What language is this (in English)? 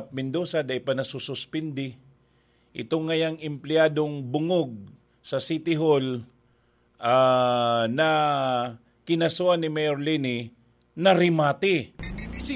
Bikol